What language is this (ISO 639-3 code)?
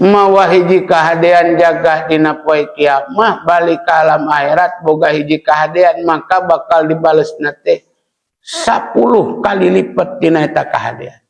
sun